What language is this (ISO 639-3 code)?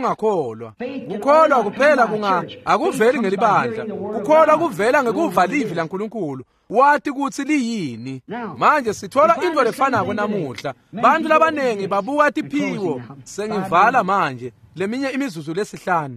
ssw